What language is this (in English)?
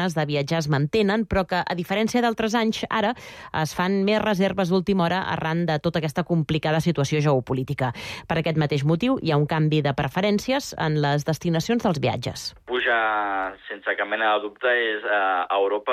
Catalan